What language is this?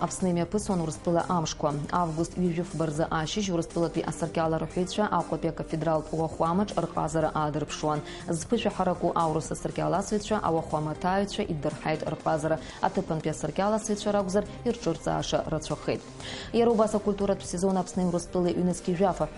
Abkhazian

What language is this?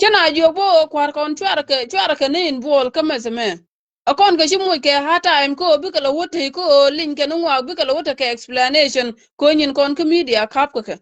Nuer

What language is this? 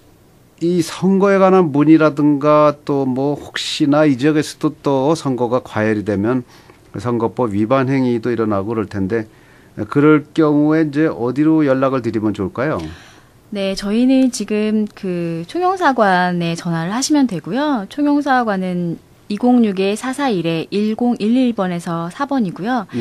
Korean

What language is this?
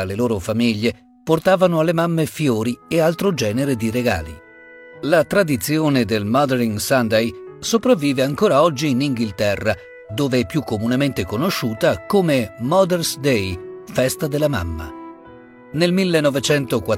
Italian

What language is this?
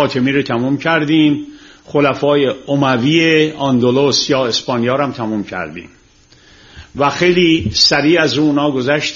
Persian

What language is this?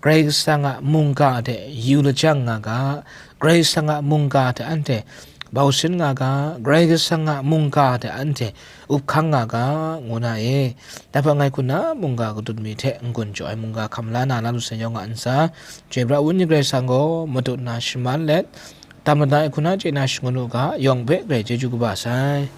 Kachin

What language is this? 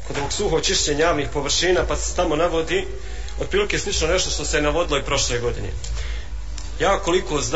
Bosnian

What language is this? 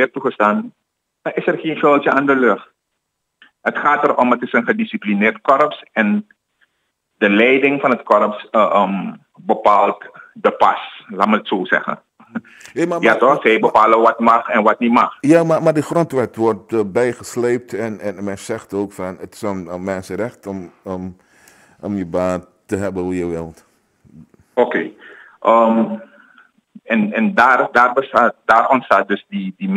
Dutch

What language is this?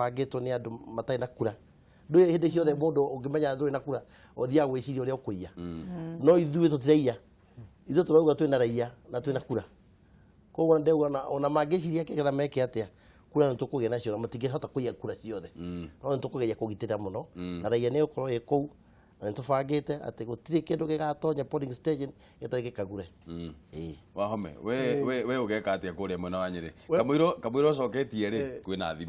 Kikuyu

